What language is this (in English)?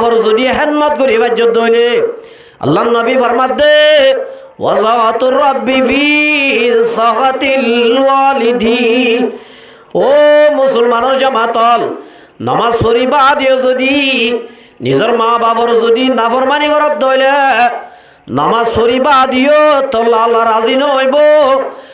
Rohingya